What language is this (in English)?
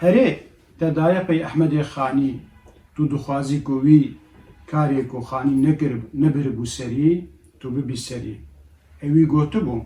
Kurdish